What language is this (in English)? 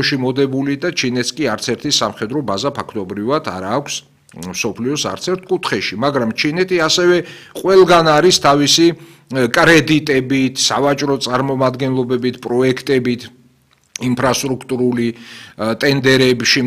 Georgian